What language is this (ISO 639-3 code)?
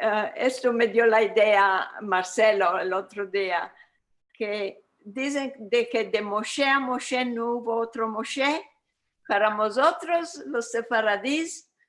lad